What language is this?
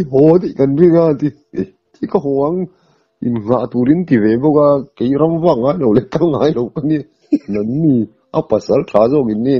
Mizo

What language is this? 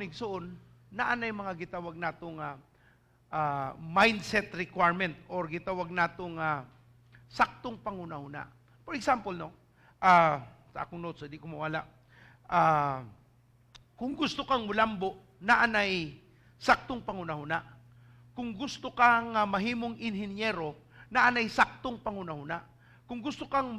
Cebuano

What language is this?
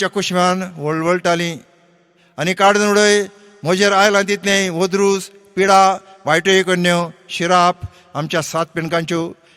Konkani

